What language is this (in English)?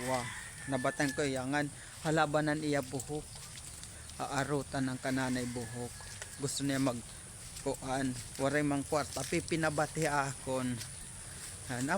Waray